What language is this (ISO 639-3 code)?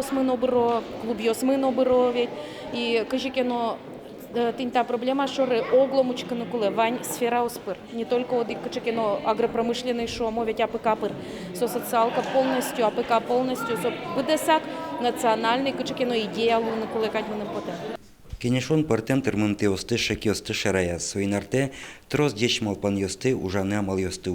udm